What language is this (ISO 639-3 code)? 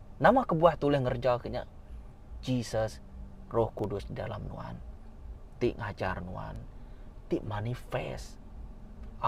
iba